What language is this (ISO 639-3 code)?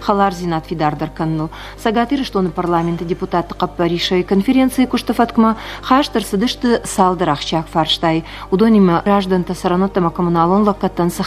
oss